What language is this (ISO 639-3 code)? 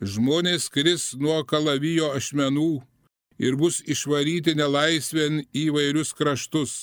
lit